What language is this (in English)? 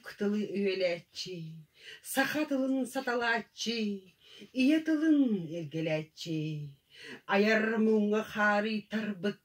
Yakut